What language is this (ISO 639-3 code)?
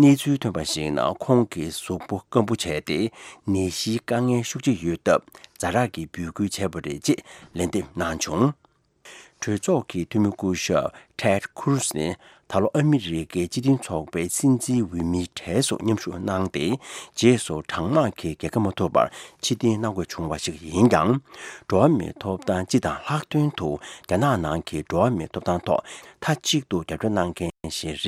bod